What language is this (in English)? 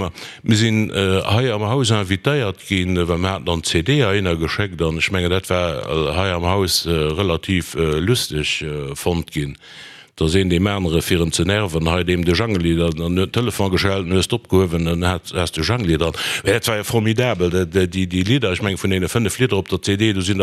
Luxembourgish